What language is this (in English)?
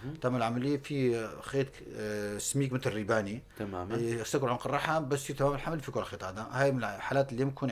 North Levantine Arabic